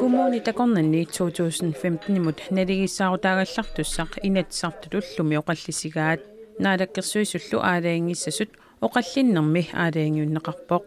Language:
Kalaallisut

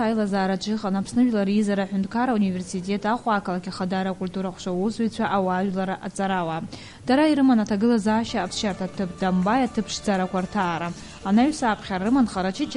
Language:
Abkhazian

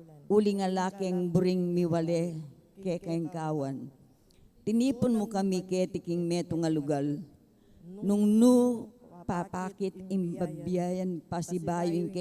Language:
Pampanga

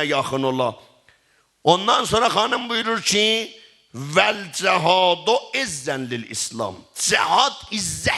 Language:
South Azerbaijani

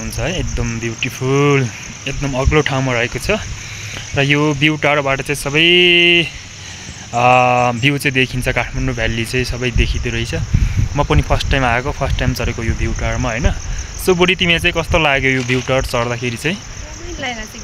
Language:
Nepali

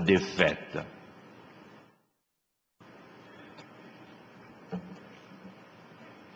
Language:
French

